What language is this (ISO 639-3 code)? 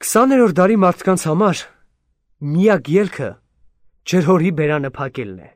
hye